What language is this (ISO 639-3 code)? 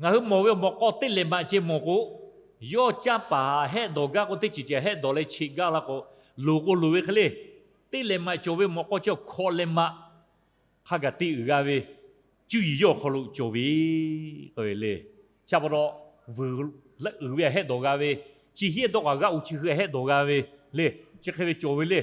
lhu